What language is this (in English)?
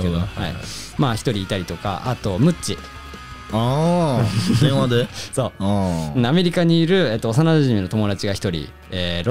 Japanese